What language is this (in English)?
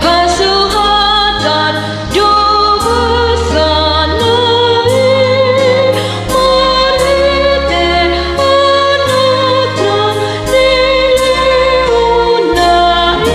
Batak Toba